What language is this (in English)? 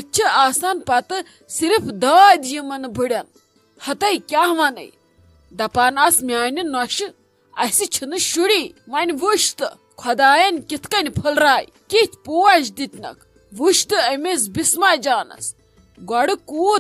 Kashmiri